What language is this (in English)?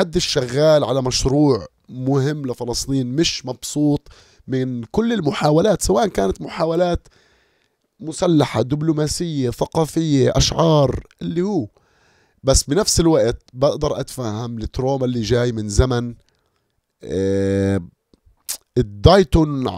North Levantine Arabic